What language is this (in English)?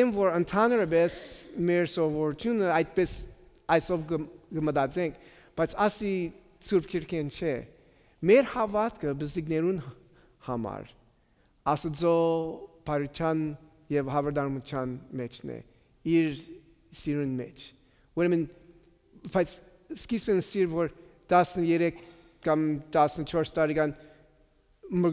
Western Armenian